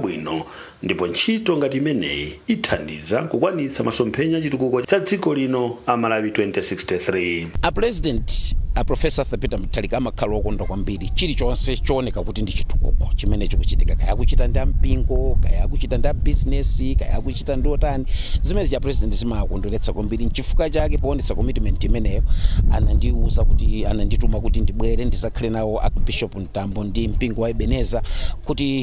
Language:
Nyanja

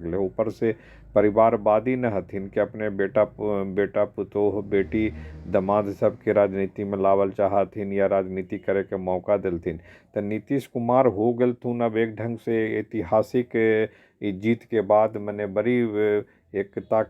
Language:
Magahi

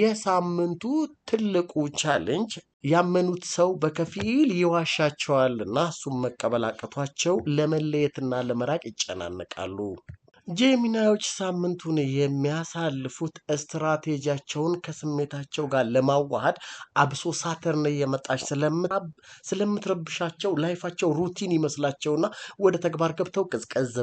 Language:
Amharic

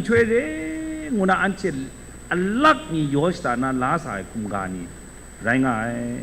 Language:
Kachin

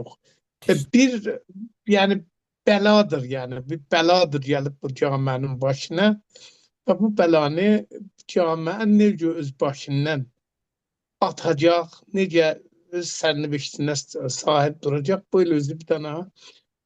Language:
Azerbaijani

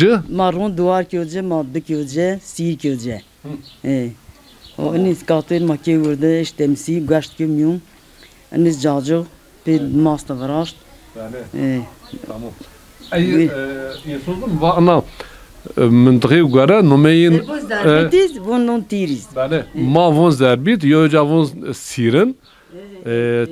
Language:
Zaza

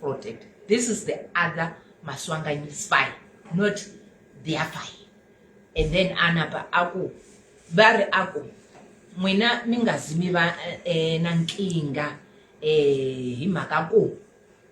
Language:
Tsonga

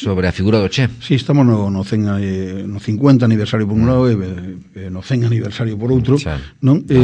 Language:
Galician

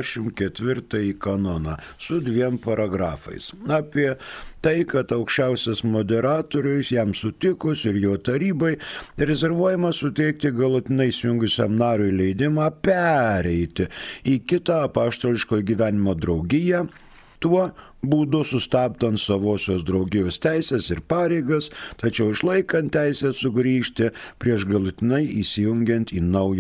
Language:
Lithuanian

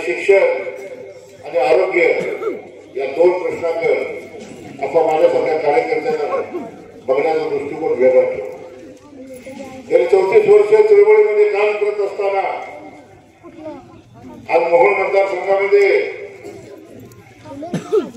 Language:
Marathi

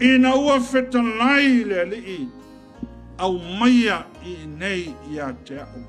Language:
Samoan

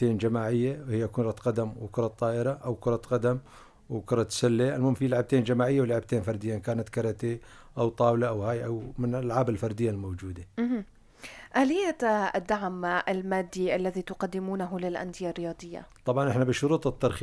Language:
North Levantine Arabic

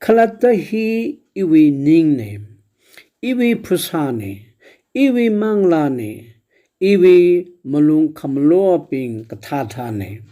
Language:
Tangkhul Naga (India)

